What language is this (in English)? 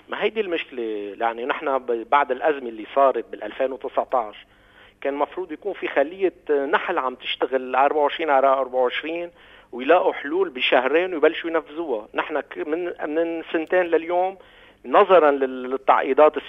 North Levantine Arabic